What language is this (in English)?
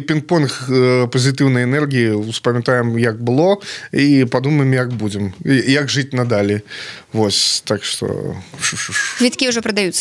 Belarusian